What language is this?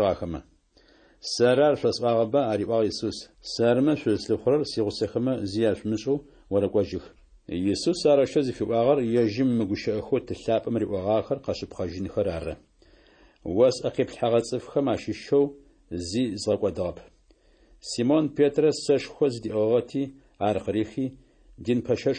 Adyghe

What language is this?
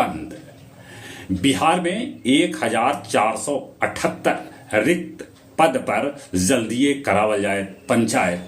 Magahi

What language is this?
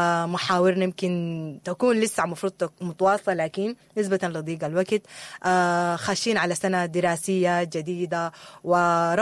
Sudanese Arabic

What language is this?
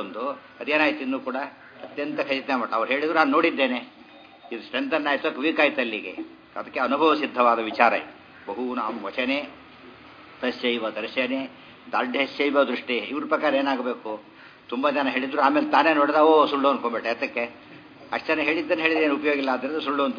Kannada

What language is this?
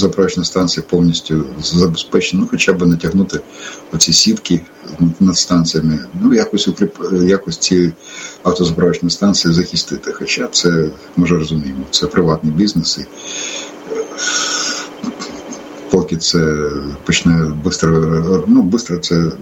Ukrainian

